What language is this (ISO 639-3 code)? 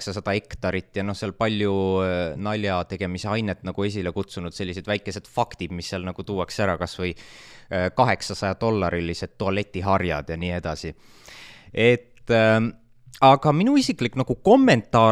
est